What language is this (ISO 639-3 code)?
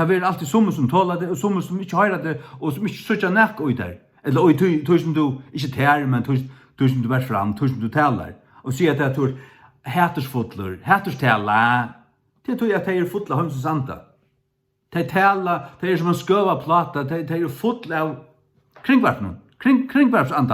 fao